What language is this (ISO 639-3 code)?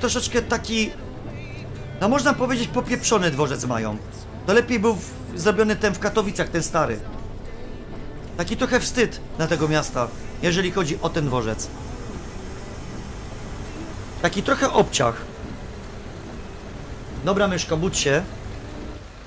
pol